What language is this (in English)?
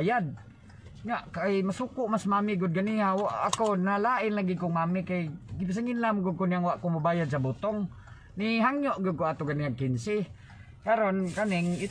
Cebuano